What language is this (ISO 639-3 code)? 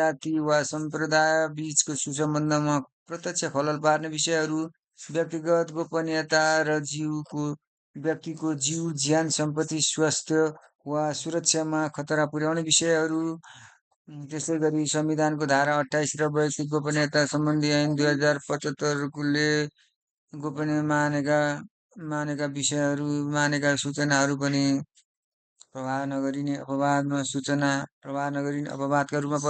nep